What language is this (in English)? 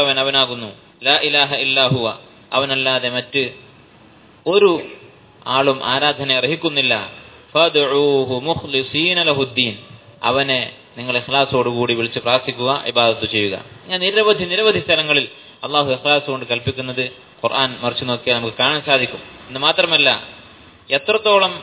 Malayalam